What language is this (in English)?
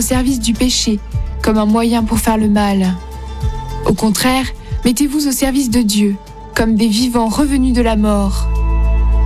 French